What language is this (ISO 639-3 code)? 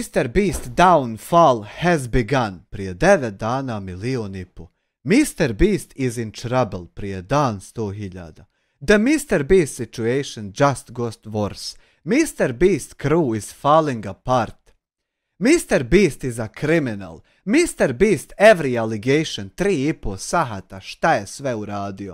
bos